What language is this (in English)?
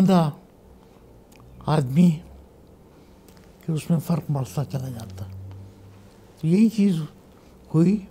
Urdu